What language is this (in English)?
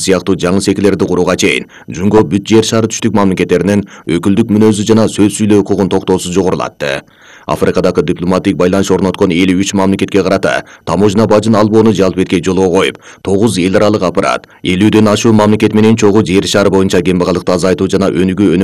Kyrgyz